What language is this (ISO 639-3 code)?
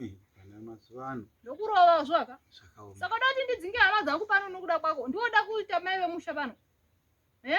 sna